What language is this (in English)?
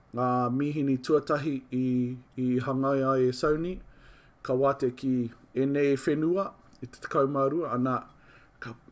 Māori